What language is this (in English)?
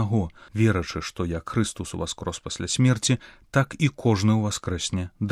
Belarusian